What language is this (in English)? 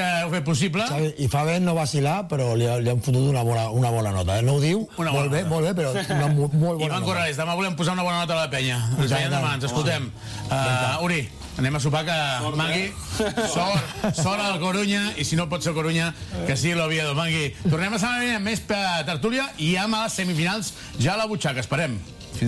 Catalan